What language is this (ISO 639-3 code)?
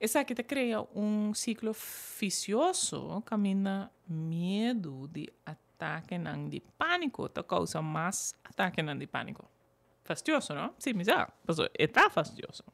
pap